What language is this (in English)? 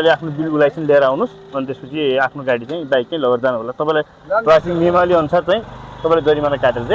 Nepali